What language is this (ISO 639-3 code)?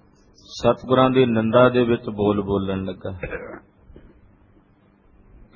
pan